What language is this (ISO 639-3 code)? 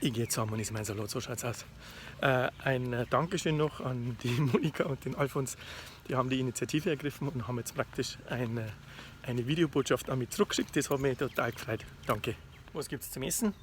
bar